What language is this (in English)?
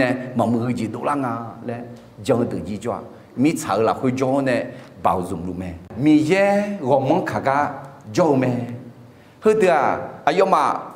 Akha